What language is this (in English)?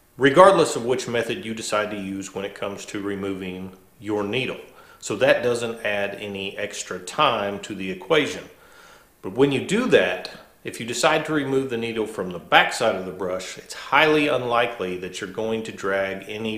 English